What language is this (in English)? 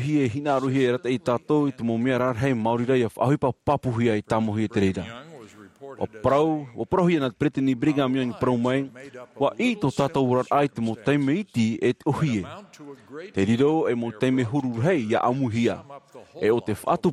Tahitian